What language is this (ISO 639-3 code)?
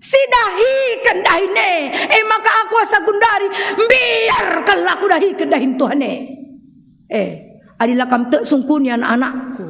btx